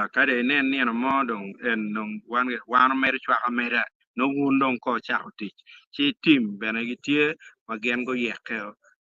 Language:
Acoli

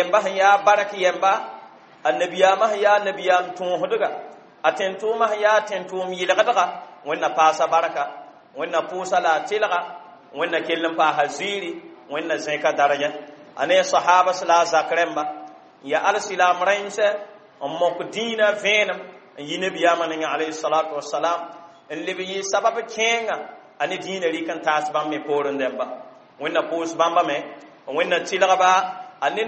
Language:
Mossi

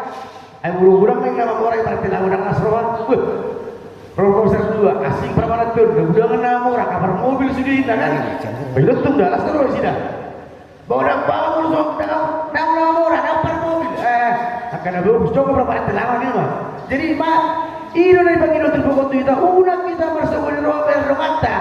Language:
Batak Toba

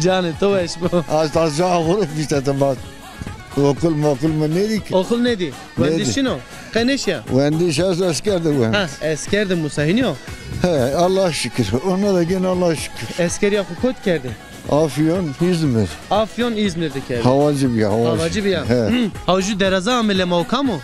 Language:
Zaza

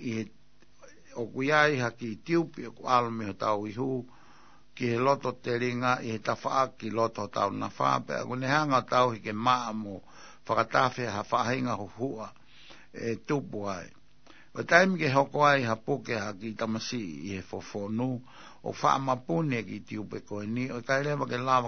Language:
Tongan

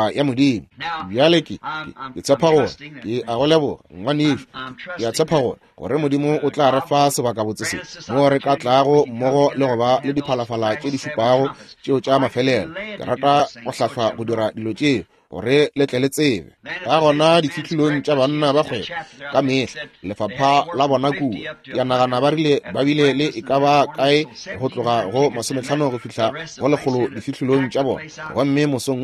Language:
Northern Sotho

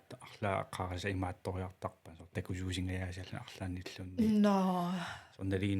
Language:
Kalaallisut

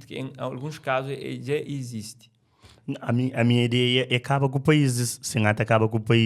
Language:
Kabuverdianu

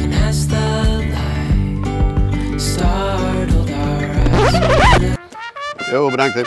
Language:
Western Frisian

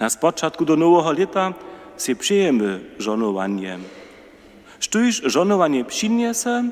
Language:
Upper Sorbian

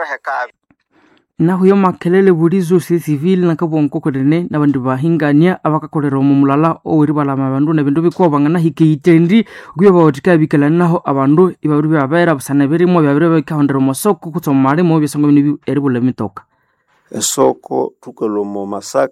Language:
Nande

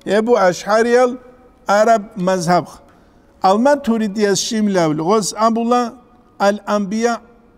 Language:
Avaric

